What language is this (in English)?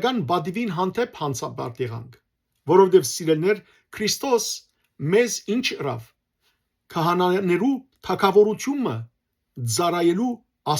Western Armenian